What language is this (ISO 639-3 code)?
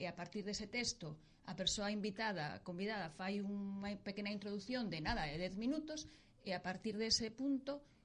glg